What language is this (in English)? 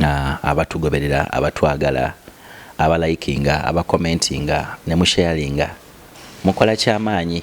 Ganda